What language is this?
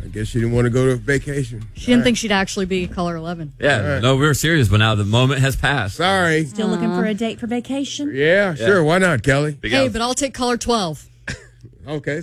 English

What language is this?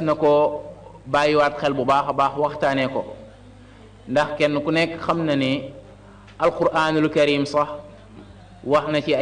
Wolof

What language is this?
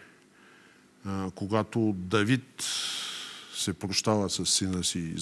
Bulgarian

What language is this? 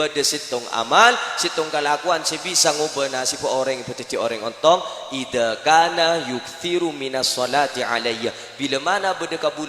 Madurese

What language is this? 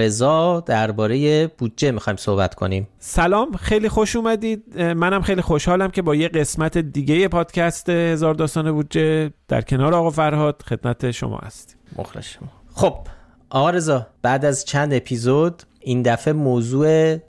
Persian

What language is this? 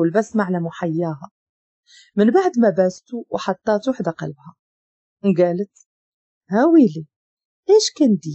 Moroccan Arabic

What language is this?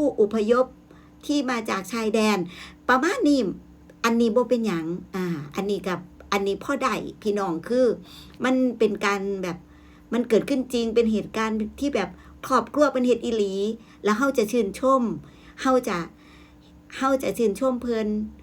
Northeastern Thai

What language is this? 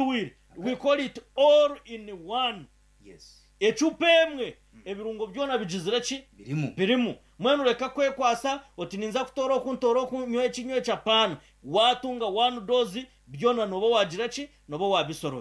Nyankole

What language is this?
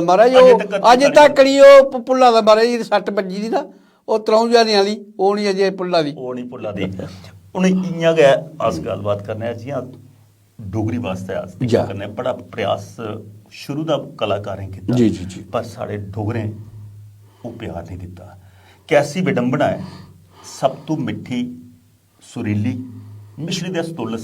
Dogri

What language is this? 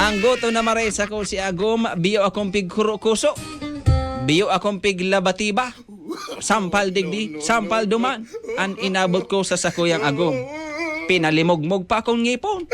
Bikol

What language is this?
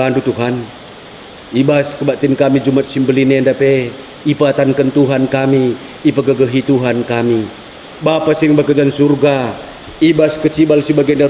Batak Karo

